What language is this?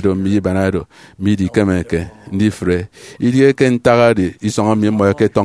Efik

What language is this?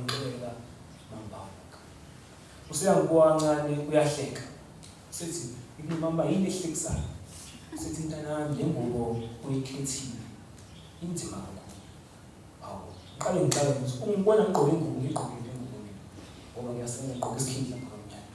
Zulu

